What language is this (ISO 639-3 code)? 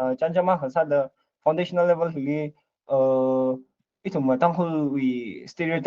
nmf